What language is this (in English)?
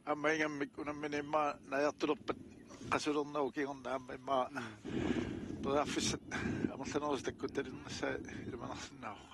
Kalaallisut